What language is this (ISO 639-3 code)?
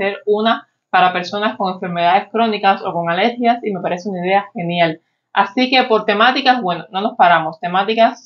spa